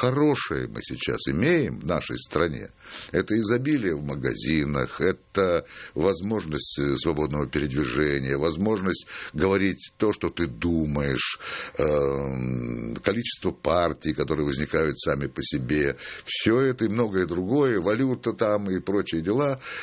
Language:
Russian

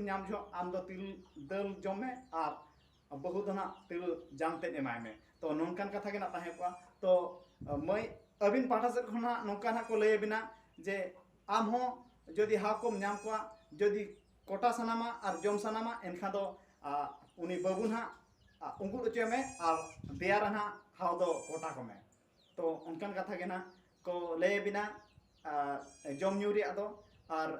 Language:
Santali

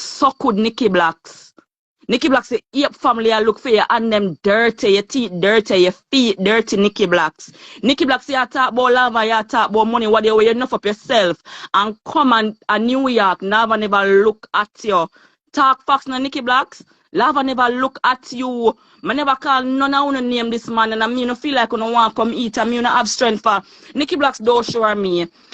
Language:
Jamaican Creole English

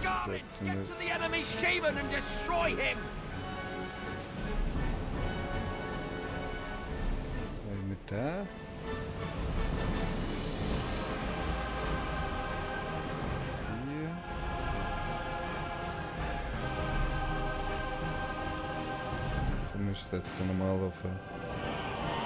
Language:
German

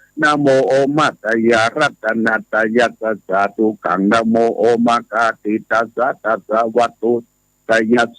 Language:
Pali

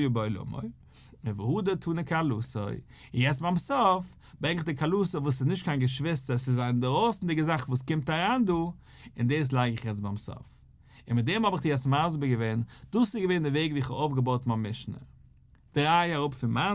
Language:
Yiddish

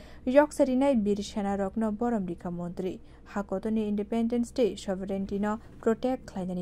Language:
Kok Borok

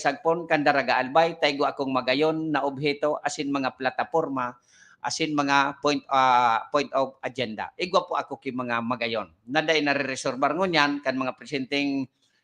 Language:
Bikol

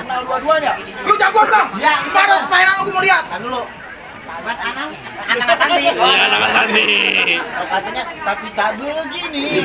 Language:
Betawi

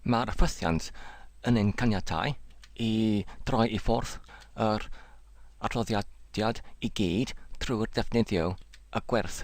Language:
Welsh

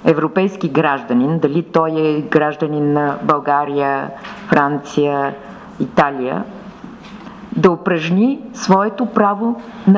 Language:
Bulgarian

